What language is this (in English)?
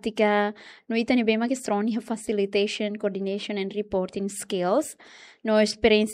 Tetum